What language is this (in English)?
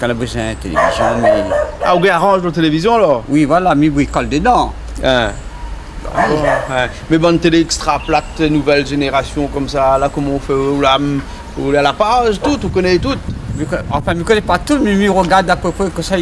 Réunion Creole French